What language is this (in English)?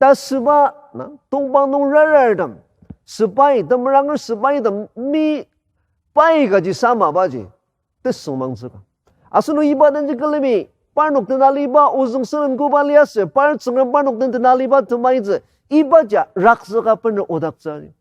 Ao Naga